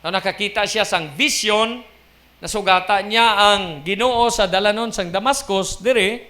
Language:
Hiligaynon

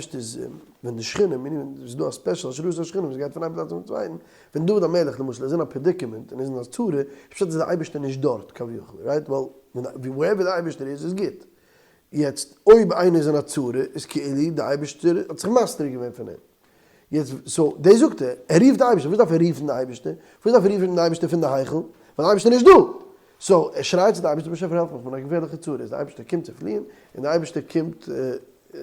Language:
Yiddish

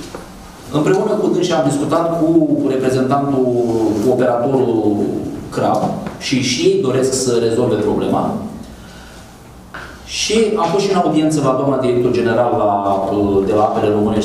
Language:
Romanian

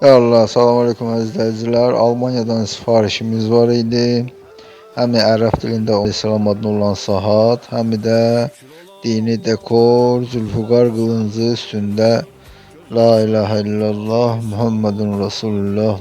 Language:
Azerbaijani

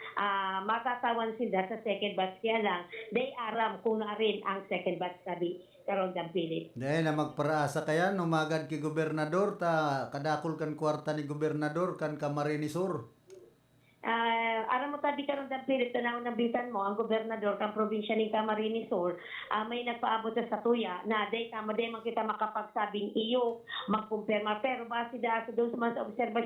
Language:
Bikol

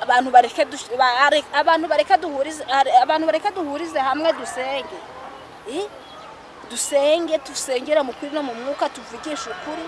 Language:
Kinyarwanda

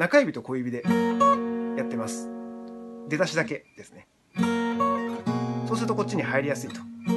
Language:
Japanese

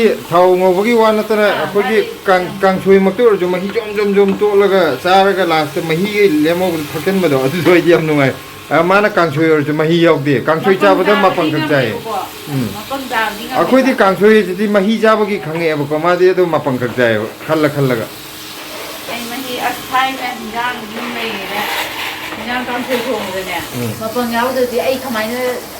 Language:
Manipuri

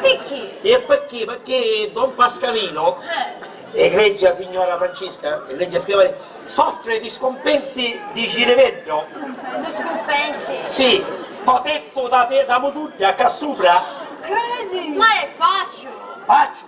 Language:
Sicilian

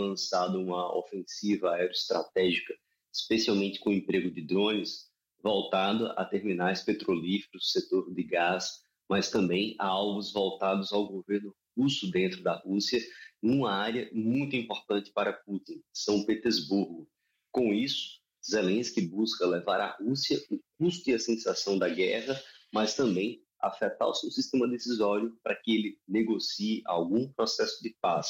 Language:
Portuguese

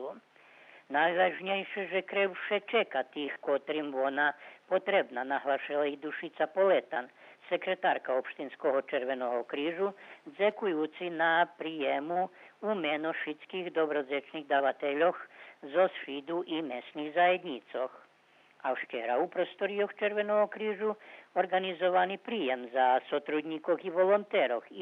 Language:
Rusyn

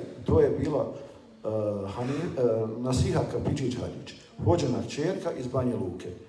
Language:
Bosnian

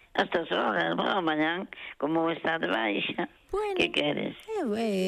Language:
Galician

